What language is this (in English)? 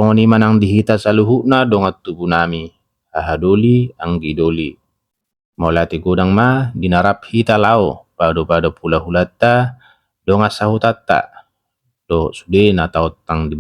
Batak Toba